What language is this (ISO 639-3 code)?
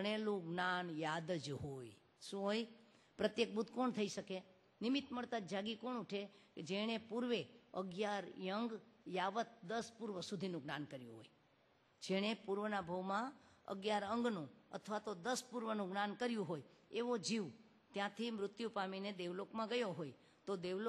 guj